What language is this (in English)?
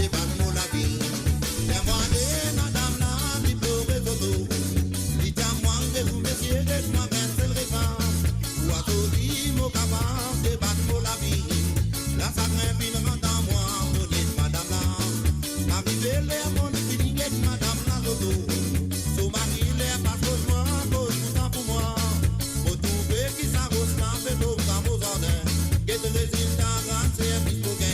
Morisyen